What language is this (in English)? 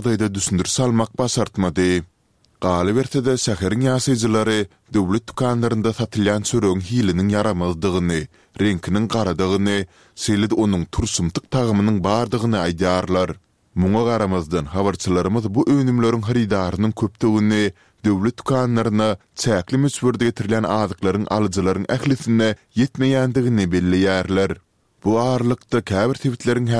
Turkmen